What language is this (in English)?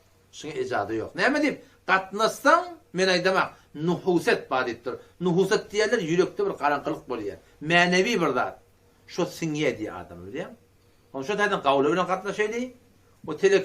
Turkmen